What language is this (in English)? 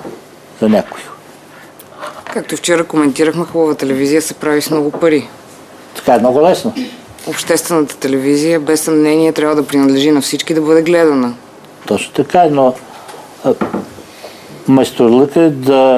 Bulgarian